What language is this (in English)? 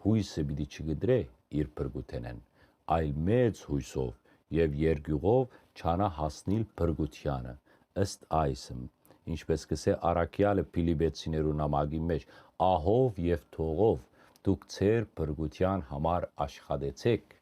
Western Armenian